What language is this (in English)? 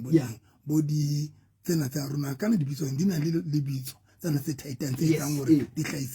Southern Sotho